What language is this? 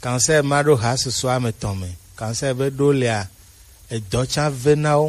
Gen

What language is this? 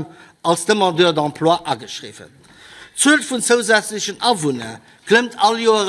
Luxembourgish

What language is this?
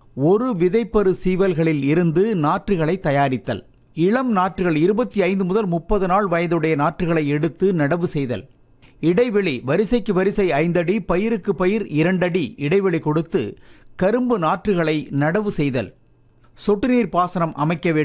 Tamil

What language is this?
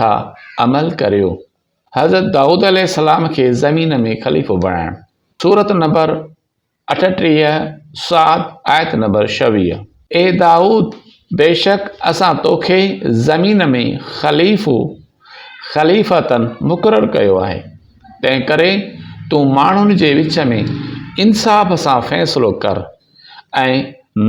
Sindhi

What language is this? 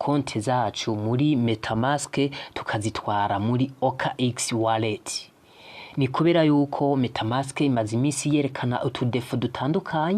Rundi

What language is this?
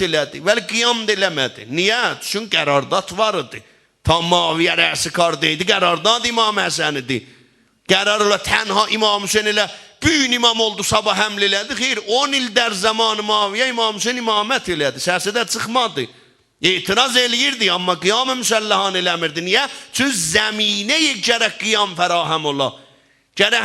South Azerbaijani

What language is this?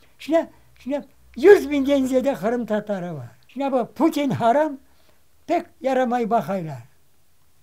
Crimean Tatar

